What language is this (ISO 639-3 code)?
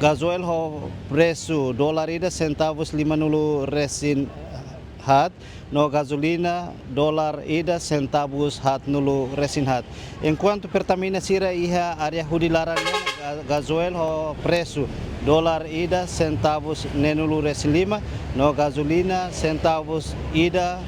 tet